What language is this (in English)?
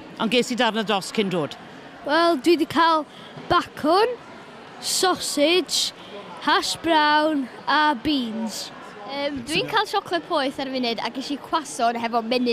Welsh